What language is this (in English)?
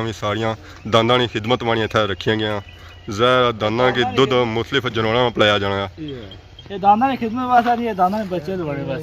Pahari-Potwari